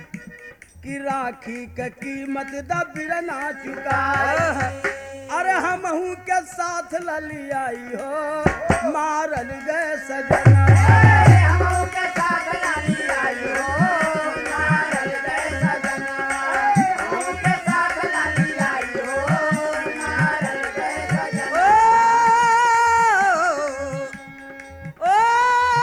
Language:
Bhojpuri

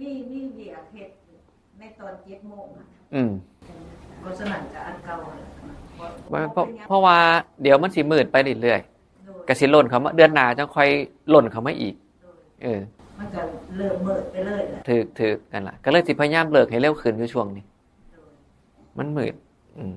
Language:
Northeastern Thai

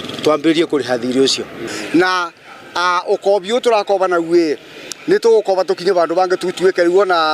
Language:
Kikuyu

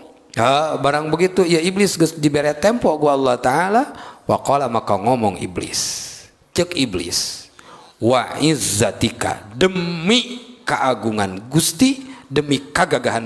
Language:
Sundanese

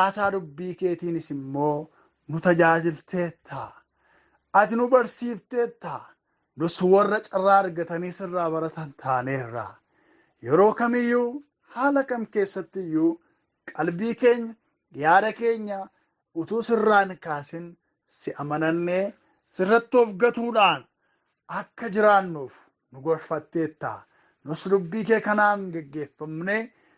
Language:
Oromo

